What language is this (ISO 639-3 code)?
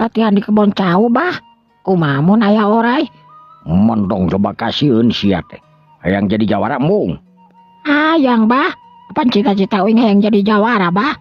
sun